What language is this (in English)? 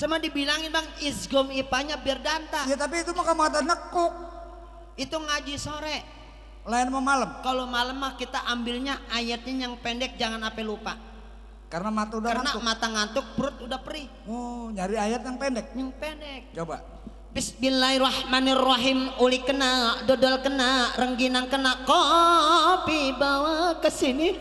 Betawi